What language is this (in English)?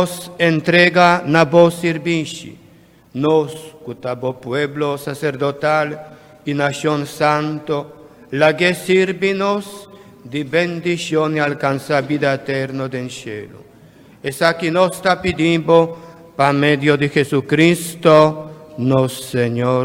Papiamento